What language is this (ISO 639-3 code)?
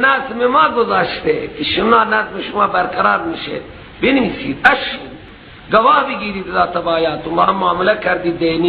fas